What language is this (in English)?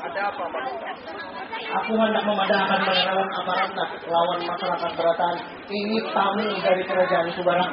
Banjar